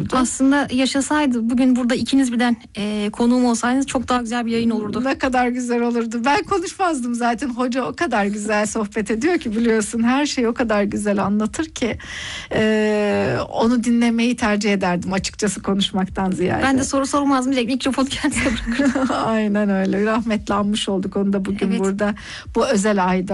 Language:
Turkish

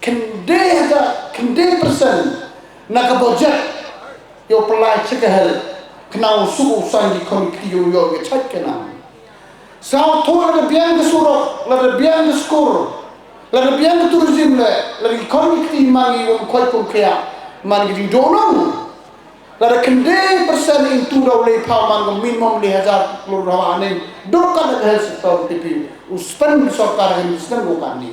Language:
Khasi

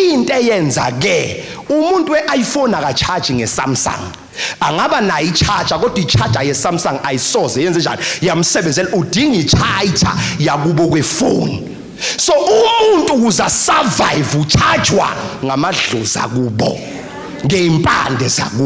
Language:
Zulu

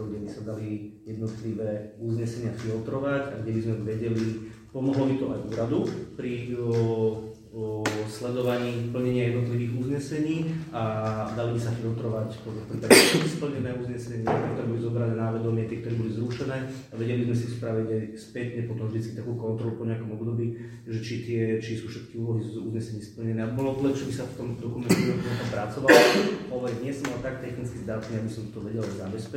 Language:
Slovak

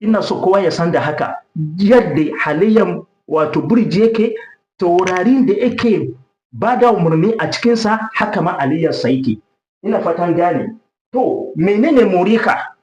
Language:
Hausa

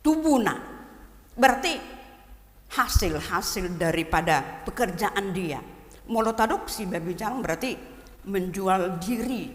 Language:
Batak Toba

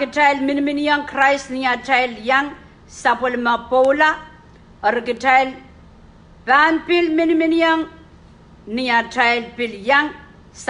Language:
Pohnpeian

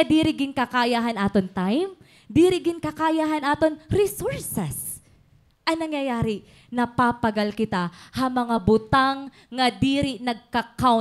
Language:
Waray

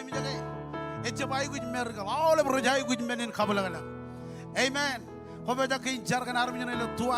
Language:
Marshallese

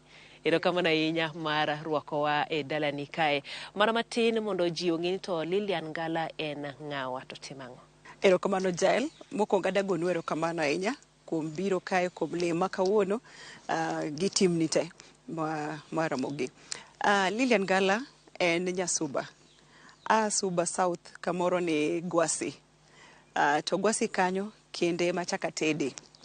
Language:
Luo (Kenya and Tanzania)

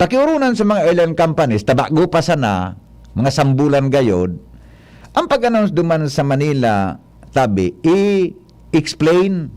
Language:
Bikol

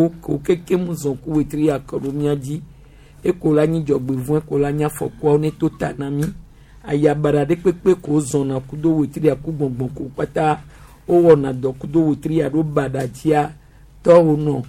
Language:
Gen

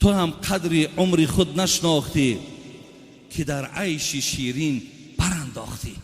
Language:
Tajik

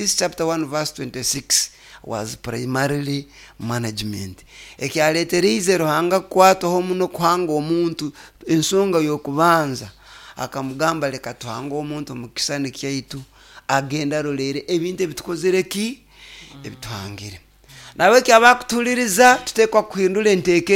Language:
Nyoro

